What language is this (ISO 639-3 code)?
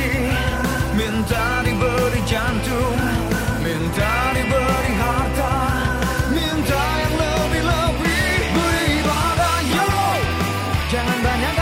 ind